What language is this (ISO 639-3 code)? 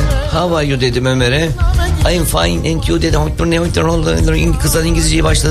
tur